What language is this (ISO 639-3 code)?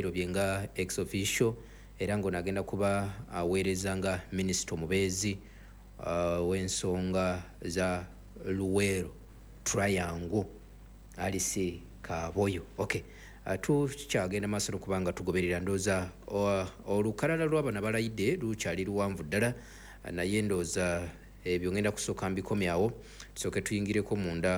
lug